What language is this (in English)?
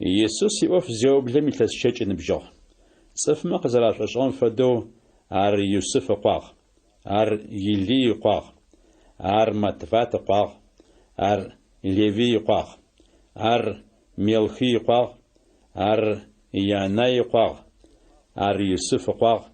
Adyghe